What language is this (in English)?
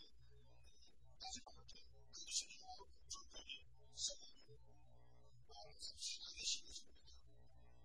Korean